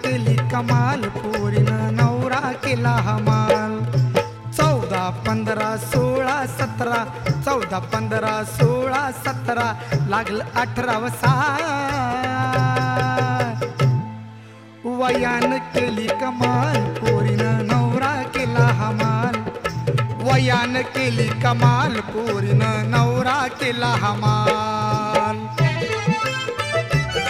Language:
Marathi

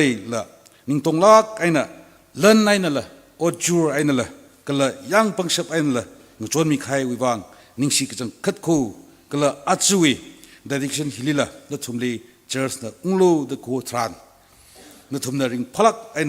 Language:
Tangkhul Naga (India)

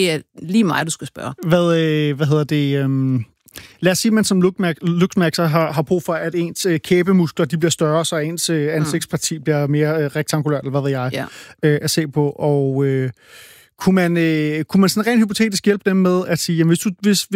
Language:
Danish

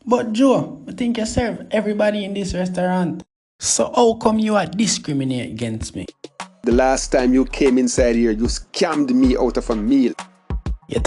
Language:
Jamaican Creole English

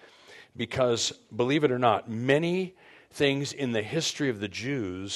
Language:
English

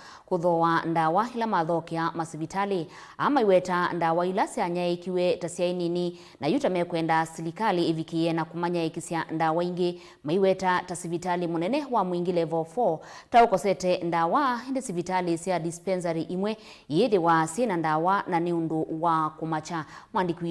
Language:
Kamba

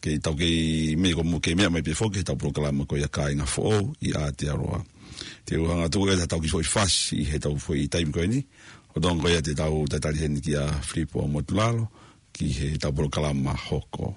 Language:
Tongan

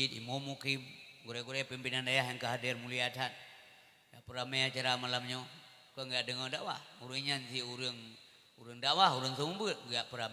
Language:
Achinese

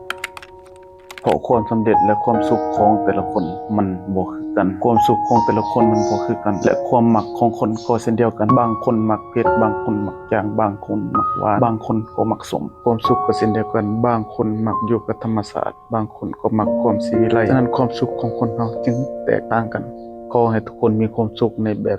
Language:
Lao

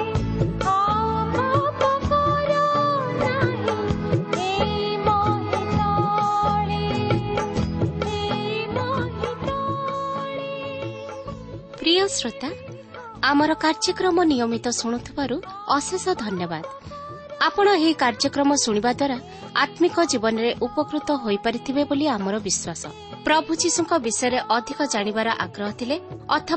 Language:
Odia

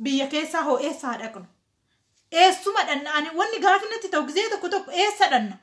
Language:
Oromo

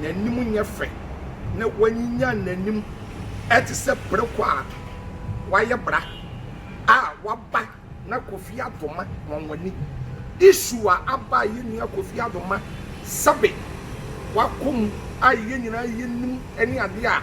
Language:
Akan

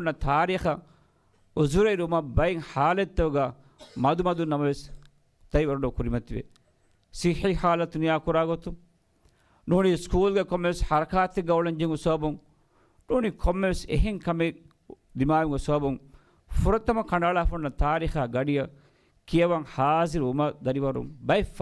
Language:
Divehi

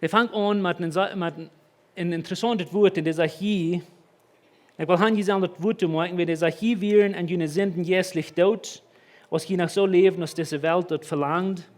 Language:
Plautdietsch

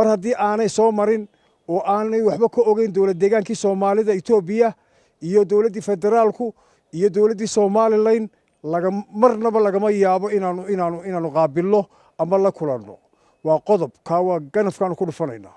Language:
Somali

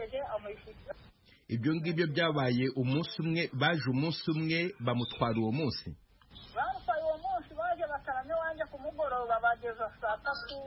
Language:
Kinyarwanda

